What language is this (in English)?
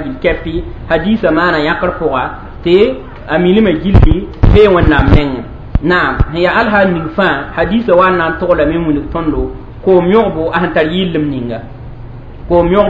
Mossi